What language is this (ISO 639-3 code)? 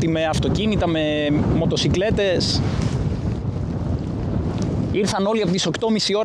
ell